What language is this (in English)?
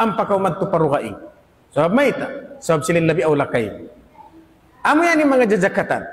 Tausug